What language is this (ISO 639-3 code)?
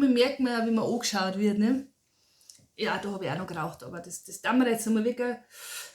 bar